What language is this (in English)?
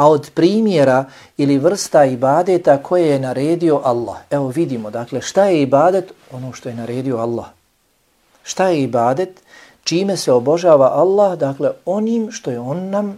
Bosnian